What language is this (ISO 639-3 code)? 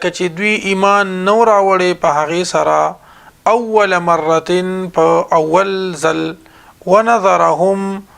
pus